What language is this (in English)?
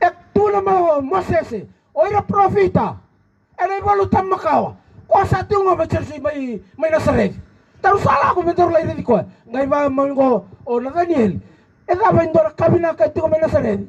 Fijian